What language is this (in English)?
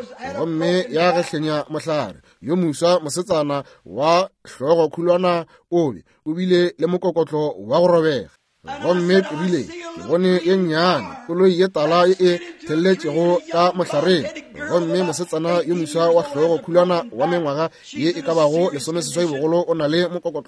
Northern Sotho